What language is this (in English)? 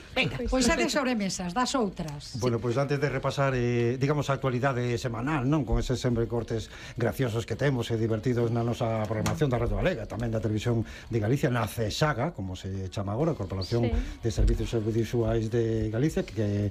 Galician